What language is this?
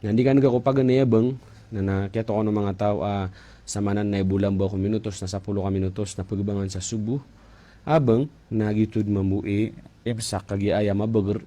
Maranao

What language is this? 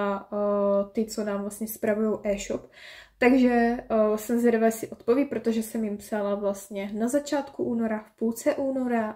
Czech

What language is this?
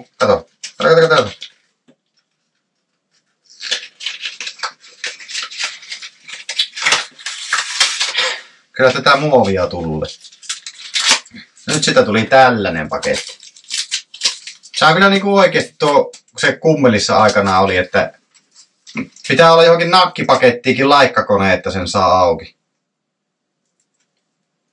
Finnish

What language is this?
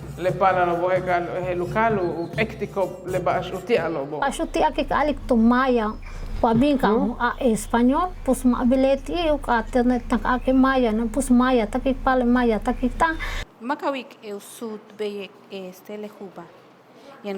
Yucateco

